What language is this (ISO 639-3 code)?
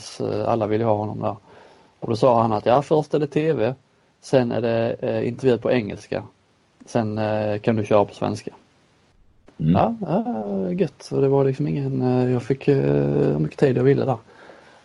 swe